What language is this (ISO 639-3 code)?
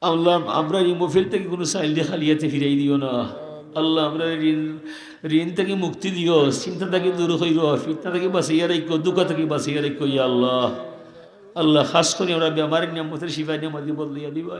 syl